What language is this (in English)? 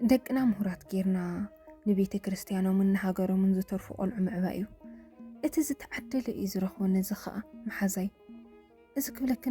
Tigrinya